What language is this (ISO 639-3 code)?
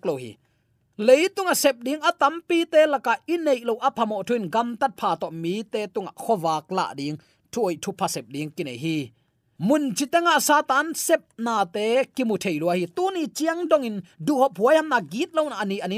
ctd